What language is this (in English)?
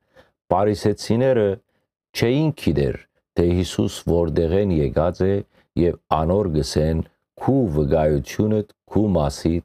Western Armenian